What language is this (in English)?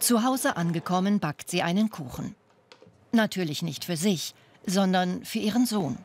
Swiss German